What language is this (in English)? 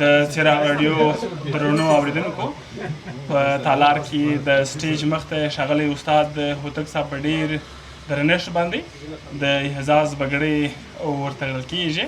Pashto